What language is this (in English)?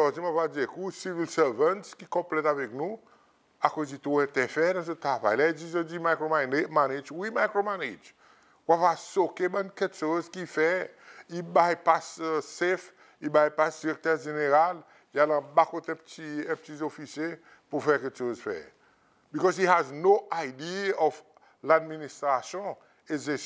Seselwa Creole French